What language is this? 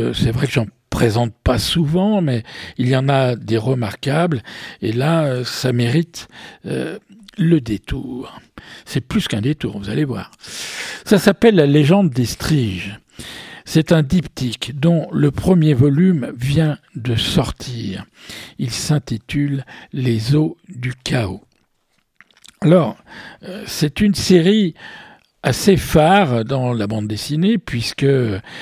French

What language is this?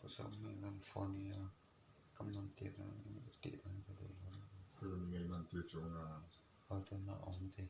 Mizo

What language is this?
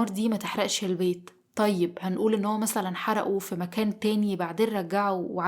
Egyptian Arabic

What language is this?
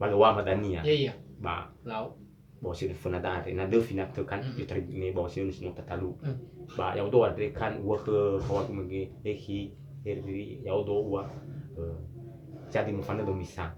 Nias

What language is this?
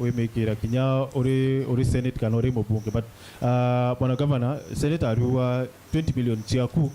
Meru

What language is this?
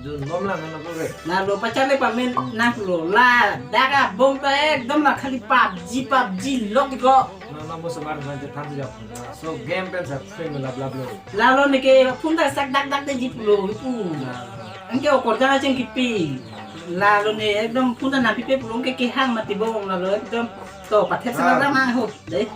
Karbi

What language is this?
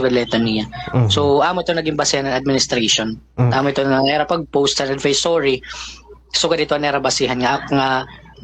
Waray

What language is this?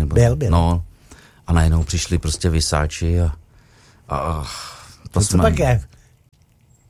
Czech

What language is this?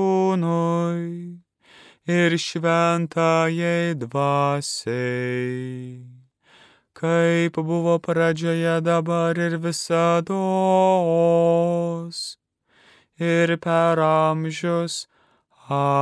Lithuanian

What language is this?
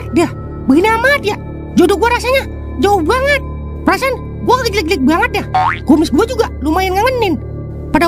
Betawi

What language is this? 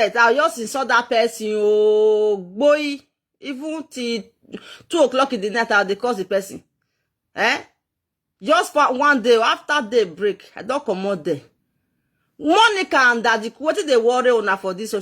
Nigerian Pidgin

